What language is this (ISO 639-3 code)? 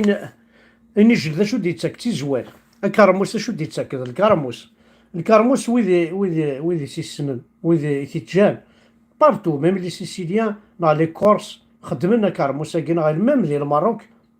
kab